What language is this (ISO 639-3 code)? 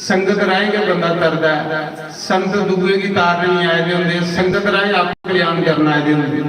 doi